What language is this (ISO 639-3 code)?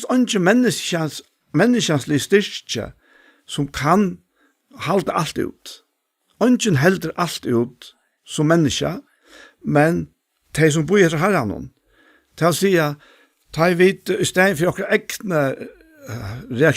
fao